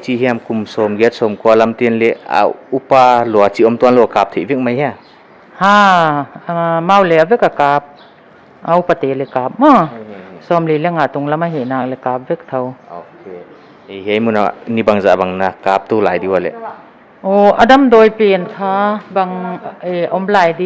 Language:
Paite Chin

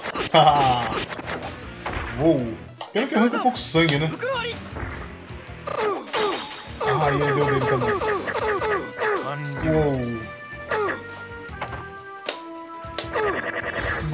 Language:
Portuguese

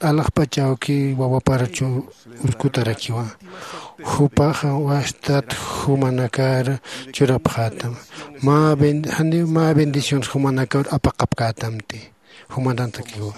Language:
Aymara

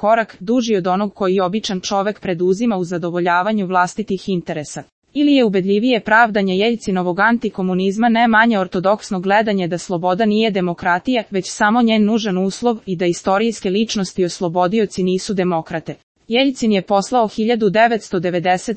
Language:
Serbian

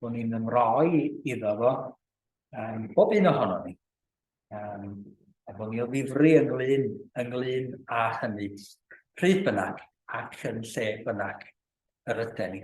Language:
Welsh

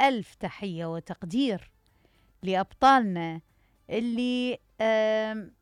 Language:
Mesopotamian Arabic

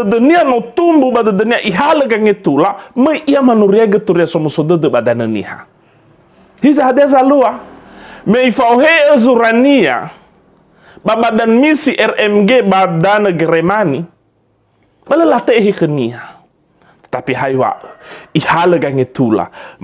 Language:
Nias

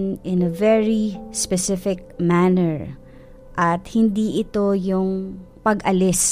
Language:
Filipino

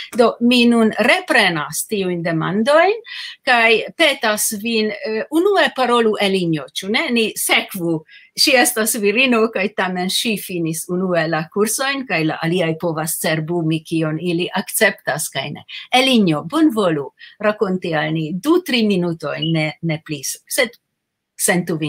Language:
Esperanto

